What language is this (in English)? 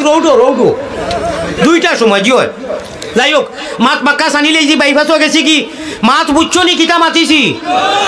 Sylheti